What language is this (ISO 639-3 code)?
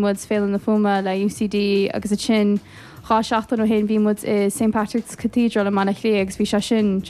gle